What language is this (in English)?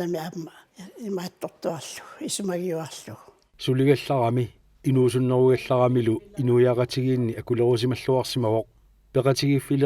Kalaallisut